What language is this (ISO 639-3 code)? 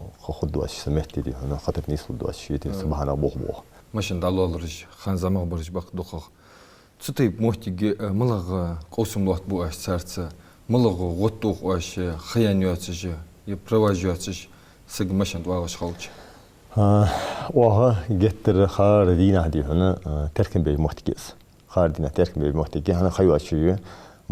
inh